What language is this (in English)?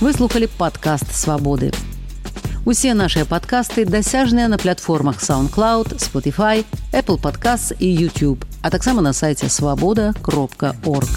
Belarusian